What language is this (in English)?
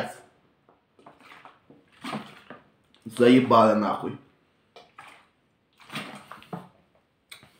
Ukrainian